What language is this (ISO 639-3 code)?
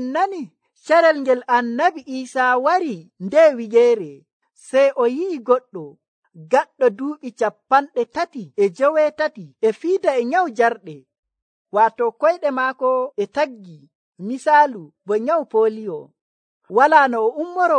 fuv